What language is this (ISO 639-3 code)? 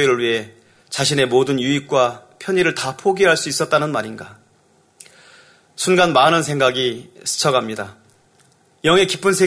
kor